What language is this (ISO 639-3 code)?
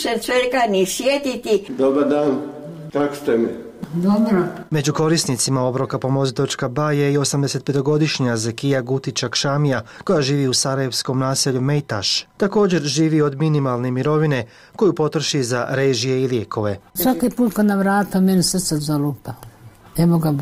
bos